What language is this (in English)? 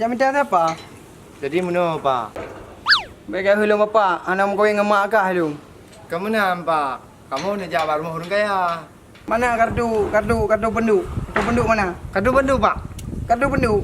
Achinese